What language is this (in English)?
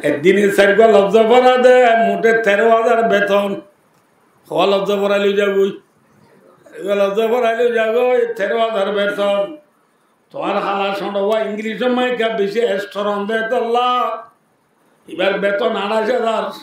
Rohingya